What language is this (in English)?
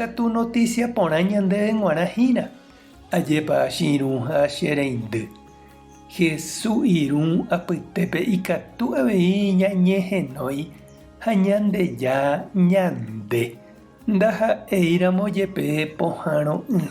Guarani